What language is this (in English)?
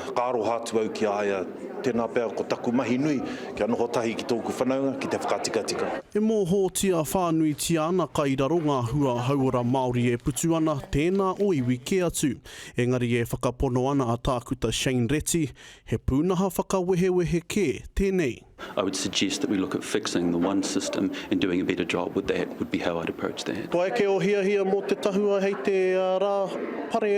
Māori